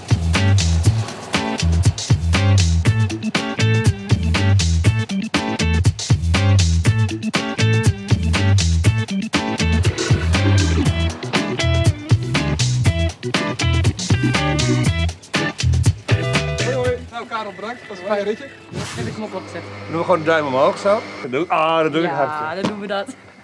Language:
Dutch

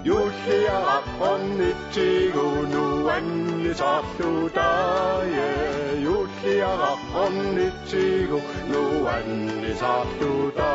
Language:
Kalaallisut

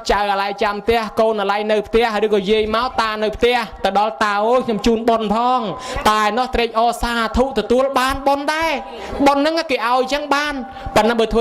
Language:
Khmer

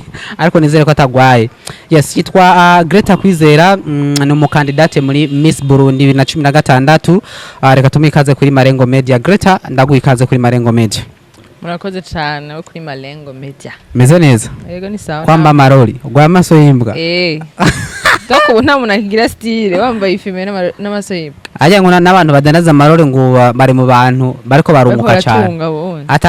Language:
Rundi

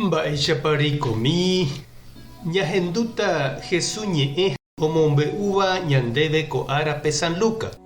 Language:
Guarani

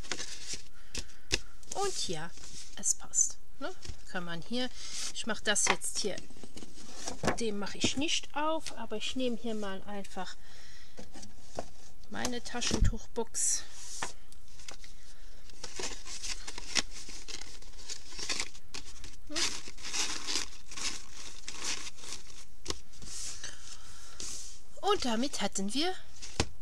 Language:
German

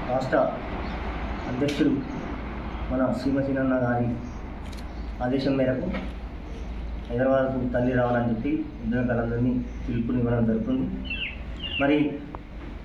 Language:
Telugu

